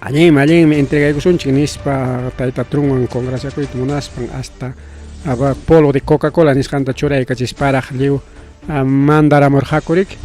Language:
Ayacucho Quechua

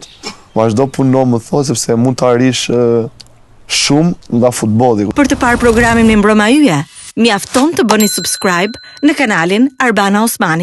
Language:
Albanian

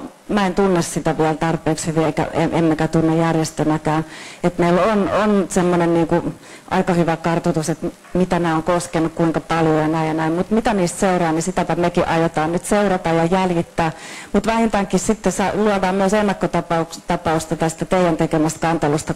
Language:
Finnish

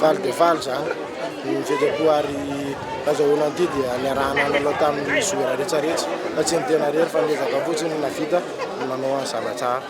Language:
Malagasy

